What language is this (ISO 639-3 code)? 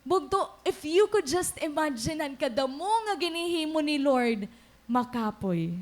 war